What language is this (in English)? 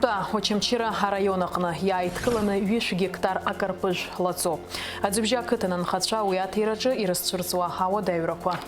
Abkhazian